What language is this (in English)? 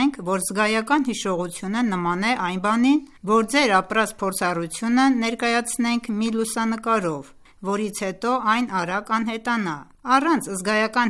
Armenian